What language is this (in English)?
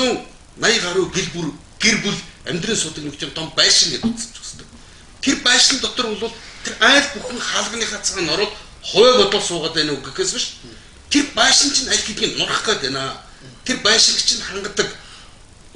Mongolian